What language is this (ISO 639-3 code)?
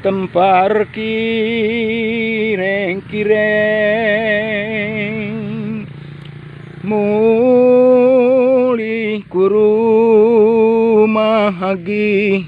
btx